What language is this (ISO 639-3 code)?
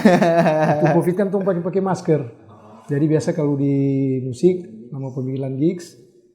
xmm